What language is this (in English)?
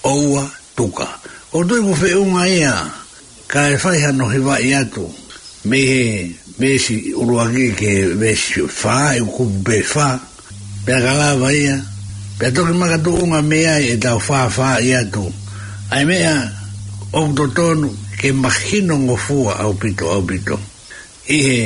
Tongan